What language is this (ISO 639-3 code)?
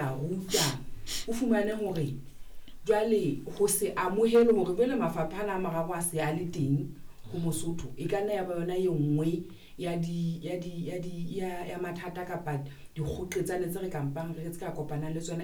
sot